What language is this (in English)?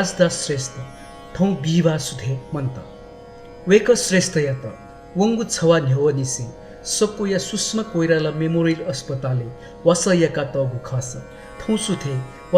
Newari